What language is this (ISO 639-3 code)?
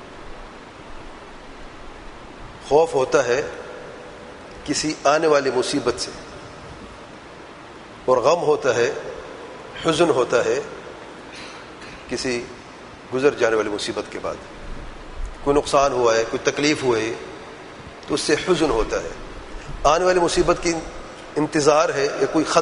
urd